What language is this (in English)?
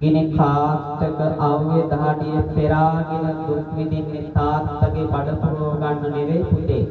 Sinhala